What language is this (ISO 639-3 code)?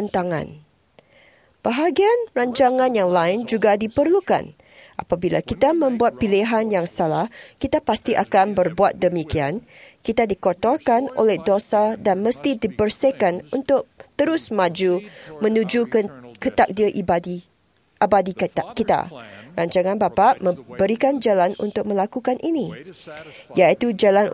msa